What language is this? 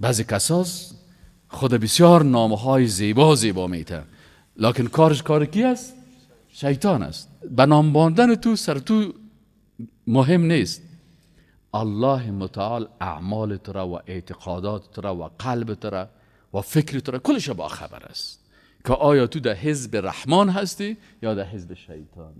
Persian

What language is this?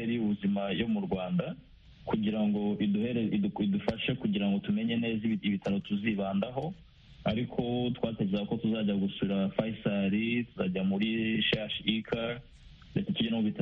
Kinyarwanda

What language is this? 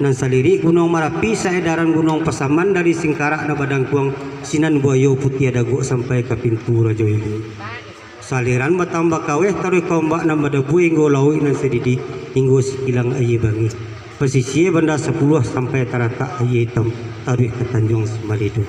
Minangkabau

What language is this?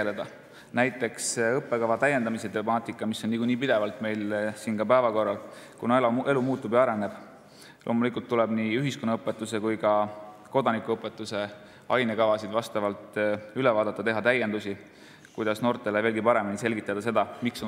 Estonian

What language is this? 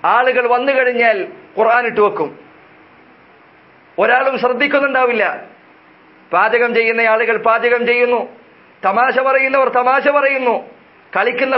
Malayalam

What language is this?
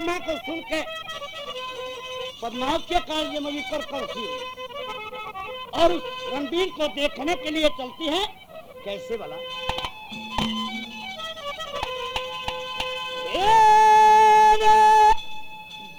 Haryanvi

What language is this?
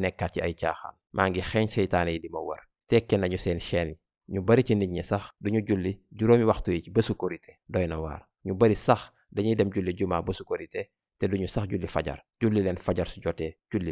Wolof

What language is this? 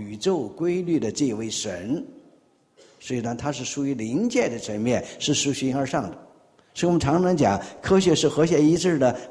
Chinese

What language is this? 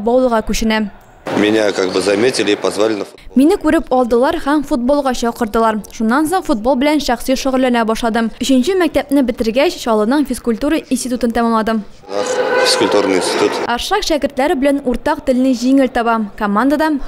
Tatar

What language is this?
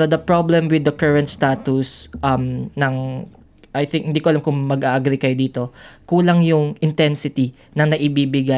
Filipino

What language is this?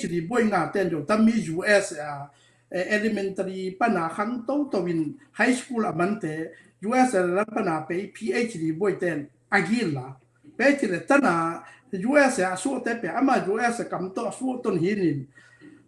Tedim Chin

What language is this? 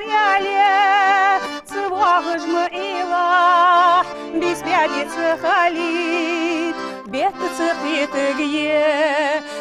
Ingush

